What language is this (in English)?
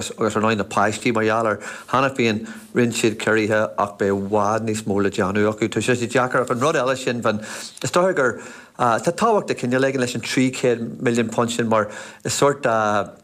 Irish